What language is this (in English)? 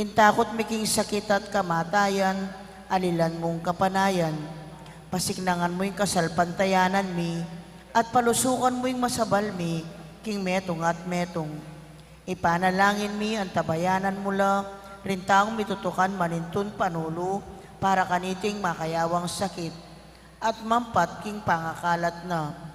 Pampanga